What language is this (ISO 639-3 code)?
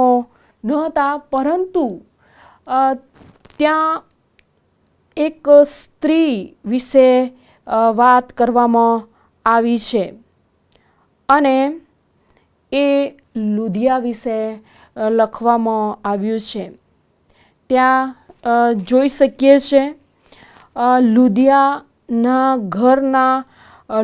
guj